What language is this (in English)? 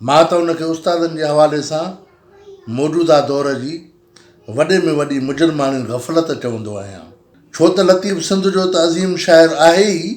Sindhi